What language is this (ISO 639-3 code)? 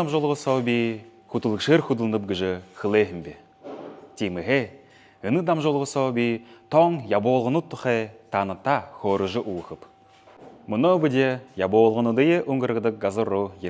bua